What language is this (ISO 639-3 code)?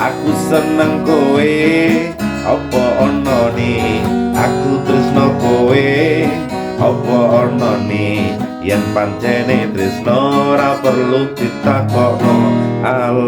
jav